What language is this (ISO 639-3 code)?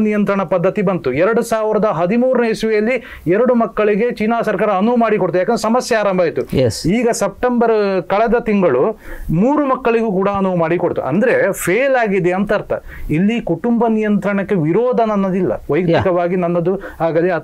kan